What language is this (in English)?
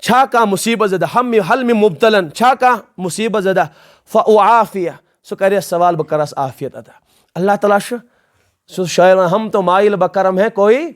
Kashmiri